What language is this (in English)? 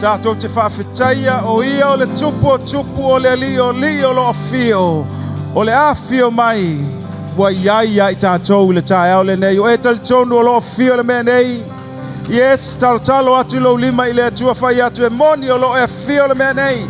Samoan